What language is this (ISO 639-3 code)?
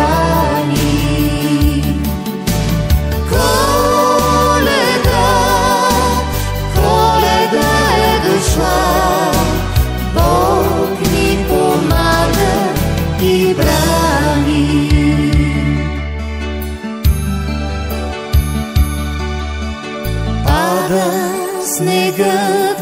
bul